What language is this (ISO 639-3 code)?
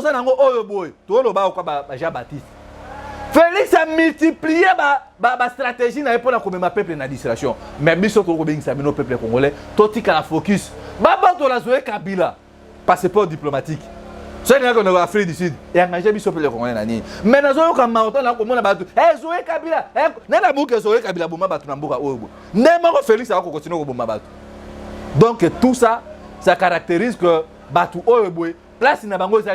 lin